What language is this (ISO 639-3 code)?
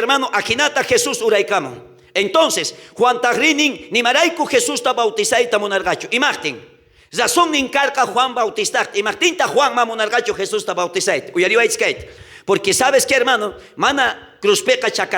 quh